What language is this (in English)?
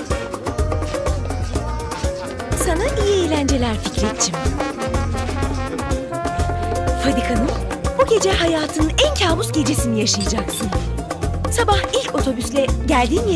Turkish